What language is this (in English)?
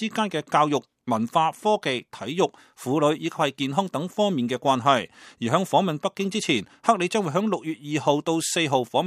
Cantonese